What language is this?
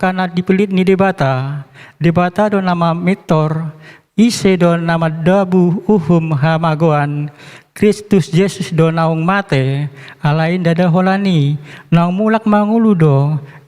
Batak Toba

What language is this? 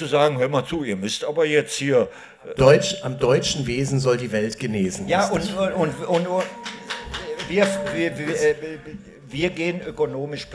German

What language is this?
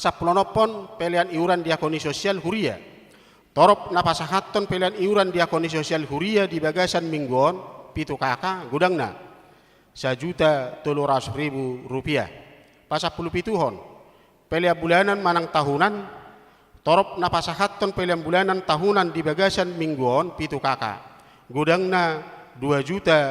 Batak Toba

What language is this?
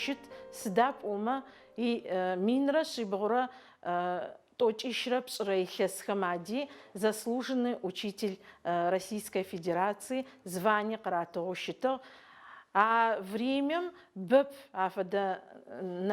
Adyghe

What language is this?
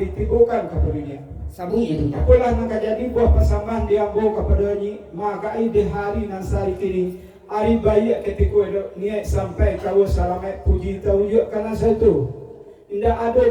Minangkabau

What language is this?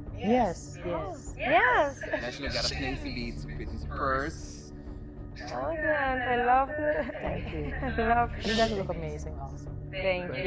Papiamento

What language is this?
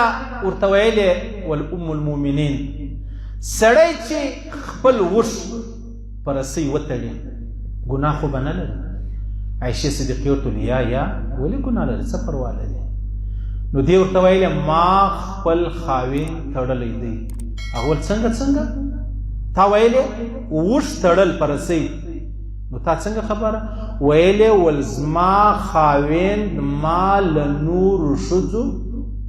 Pashto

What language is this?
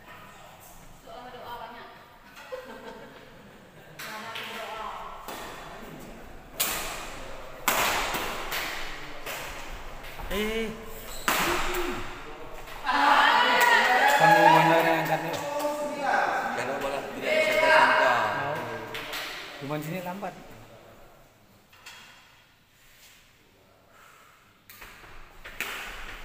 Indonesian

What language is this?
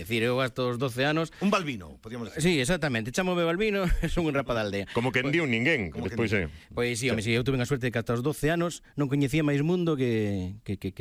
Galician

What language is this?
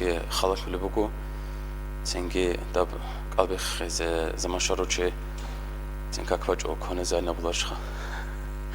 Avaric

